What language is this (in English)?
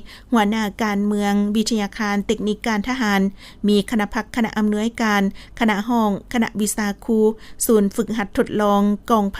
Lao